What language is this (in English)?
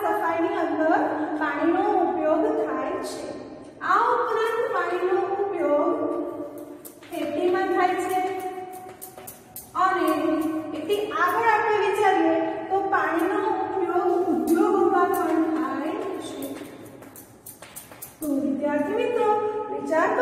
Gujarati